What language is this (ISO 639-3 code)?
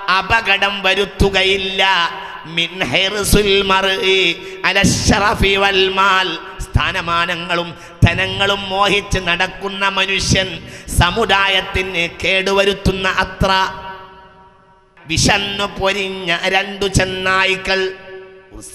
mal